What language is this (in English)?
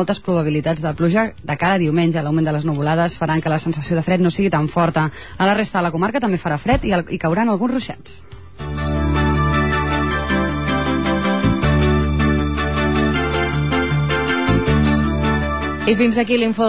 Catalan